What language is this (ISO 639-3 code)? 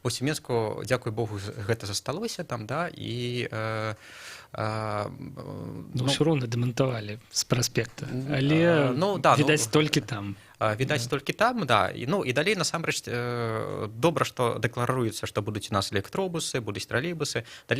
bel